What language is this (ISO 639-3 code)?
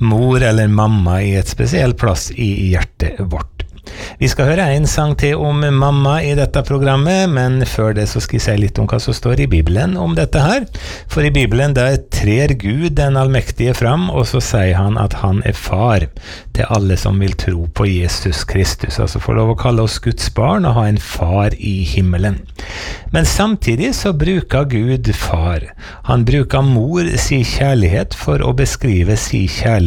nor